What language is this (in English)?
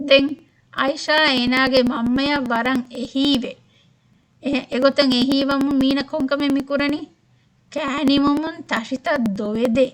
Divehi